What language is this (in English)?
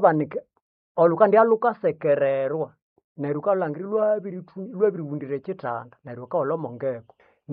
Nande